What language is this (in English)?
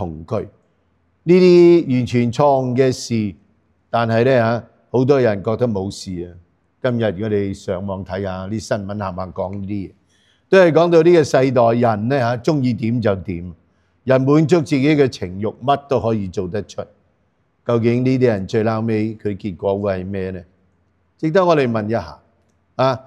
Cantonese